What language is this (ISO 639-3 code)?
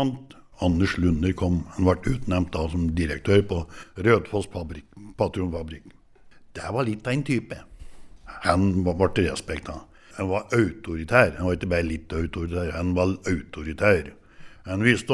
nor